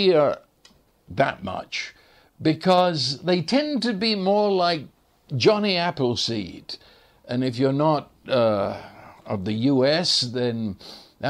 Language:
English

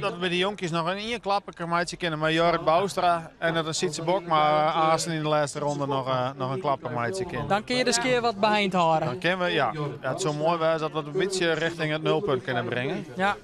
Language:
Western Frisian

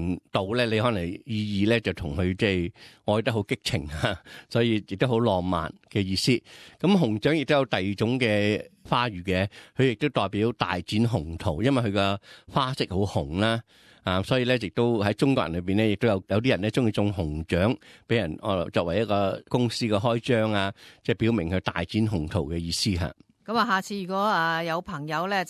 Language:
Cantonese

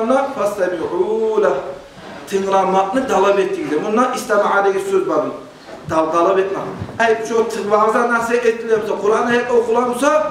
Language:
Kumyk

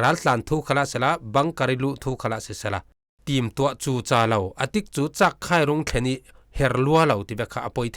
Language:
Falam Chin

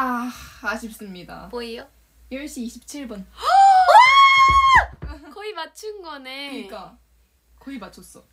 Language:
Korean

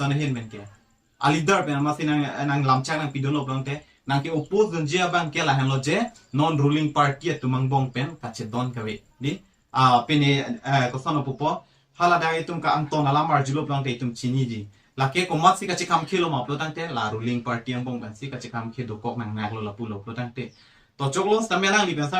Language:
Karbi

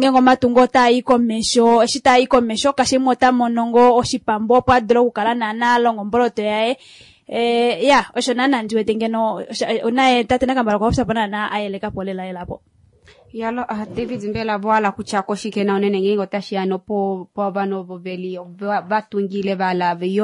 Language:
Kuanyama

